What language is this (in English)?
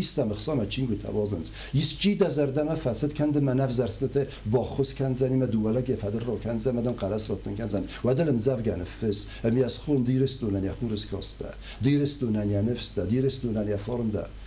Ossetic